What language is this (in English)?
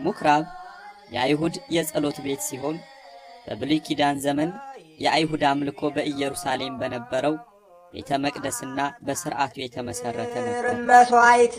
Amharic